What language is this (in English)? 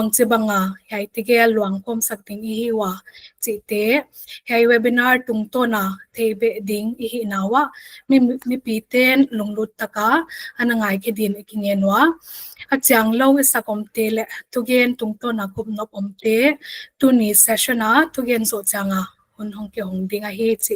Paite Chin